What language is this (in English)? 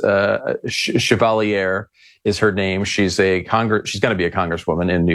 English